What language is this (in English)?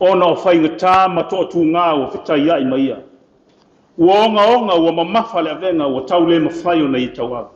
Samoan